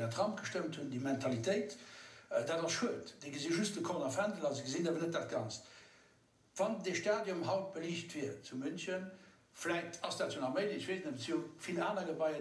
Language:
Luxembourgish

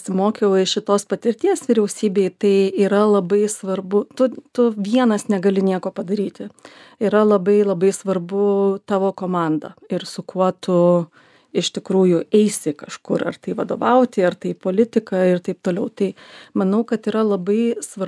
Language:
Lithuanian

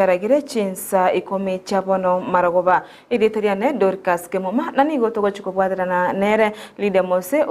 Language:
Gusii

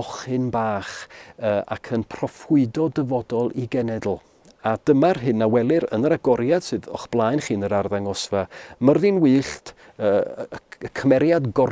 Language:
Welsh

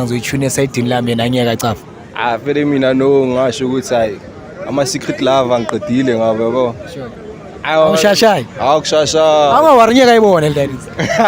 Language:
Zulu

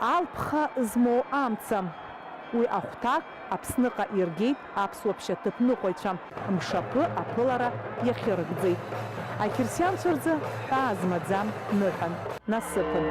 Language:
Abkhazian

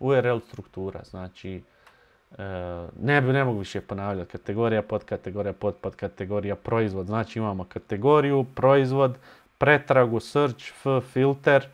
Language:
Bosnian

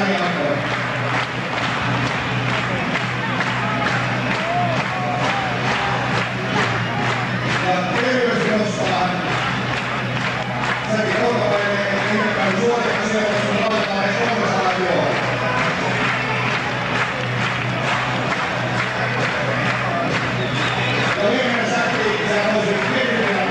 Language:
Finnish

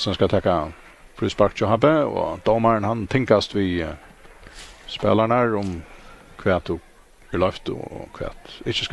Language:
Faroese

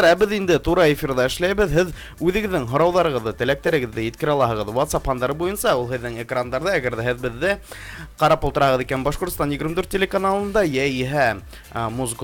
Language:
Bashkir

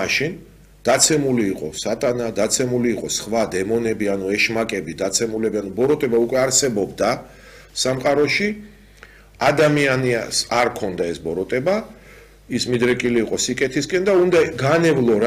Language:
Georgian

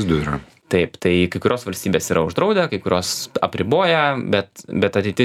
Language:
Lithuanian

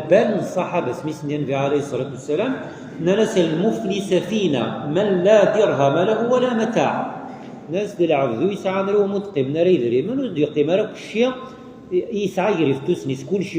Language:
Kabyle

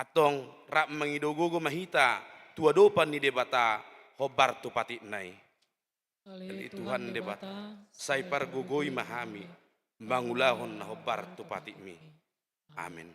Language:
Batak Toba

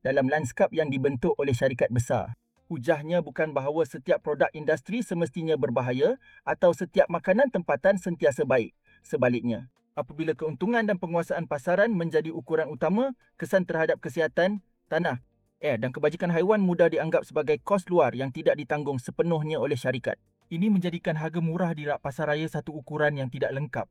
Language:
Malay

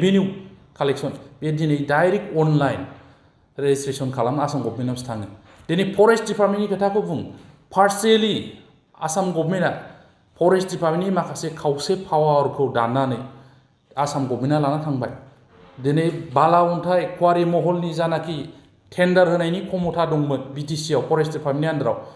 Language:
Bodo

